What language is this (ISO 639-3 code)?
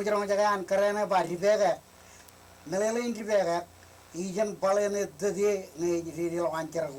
mah